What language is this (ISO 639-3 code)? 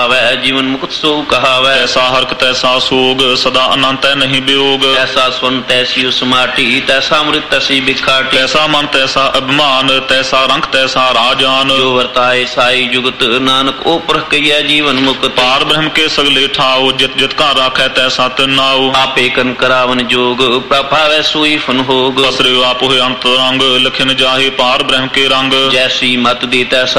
pan